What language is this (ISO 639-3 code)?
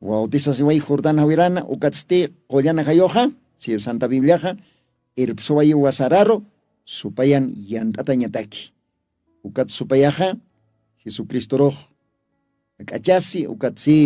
aym